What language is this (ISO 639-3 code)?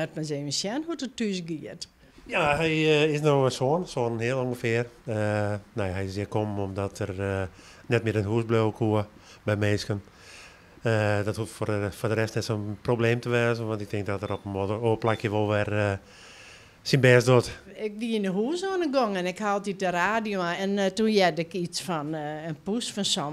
fry